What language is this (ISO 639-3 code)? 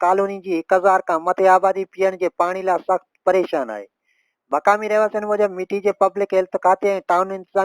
snd